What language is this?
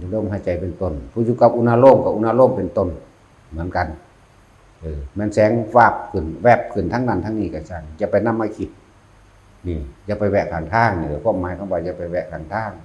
Lao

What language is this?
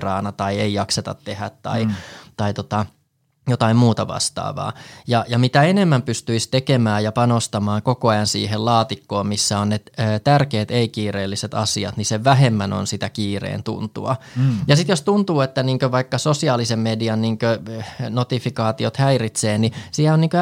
Finnish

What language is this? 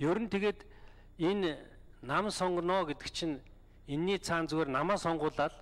Mongolian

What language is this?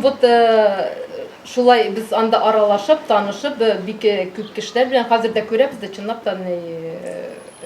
Tatar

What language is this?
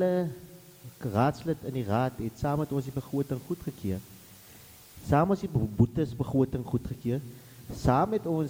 Afrikaans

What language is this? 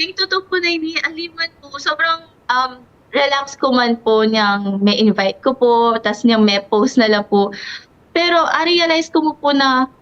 Pampanga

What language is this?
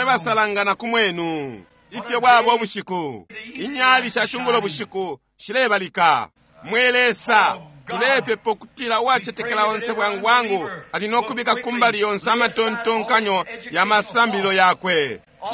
Bemba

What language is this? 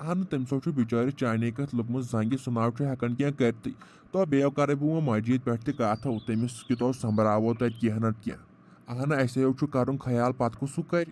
Kashmiri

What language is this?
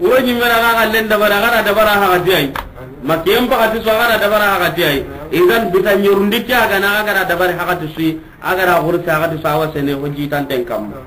Soninke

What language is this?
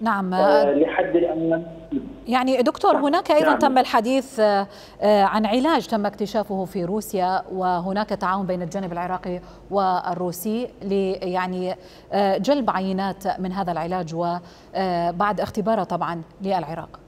Mesopotamian Arabic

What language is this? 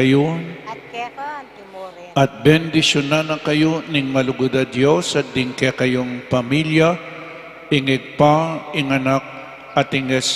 Pampanga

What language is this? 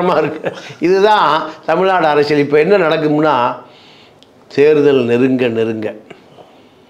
Tamil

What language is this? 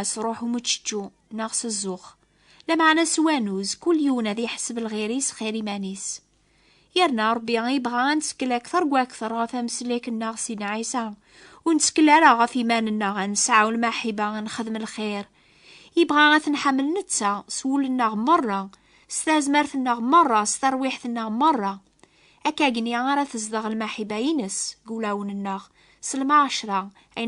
Kabyle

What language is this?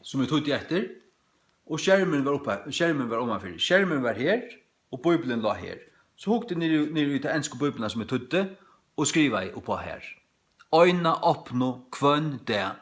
Faroese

